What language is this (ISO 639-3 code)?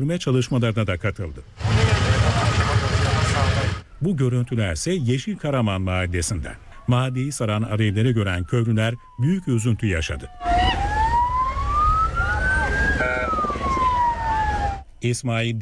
tur